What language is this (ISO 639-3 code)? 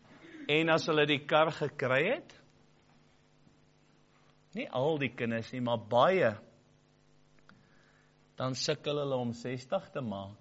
afr